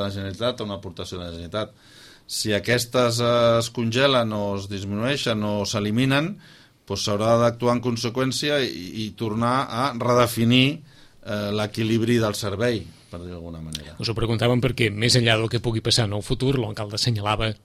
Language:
Catalan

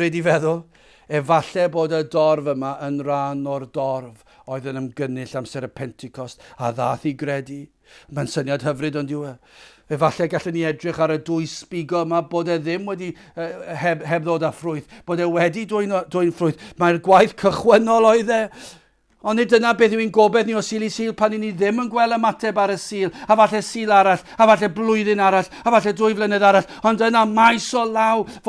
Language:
Welsh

